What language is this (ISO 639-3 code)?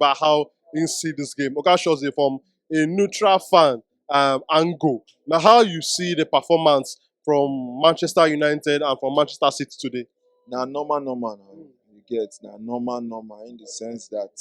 pcm